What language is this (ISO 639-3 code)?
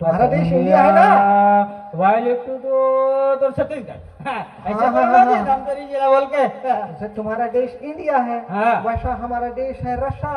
hne